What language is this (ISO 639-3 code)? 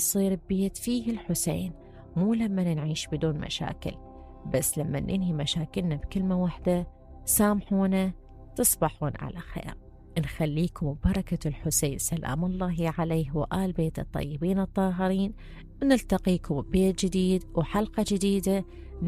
acm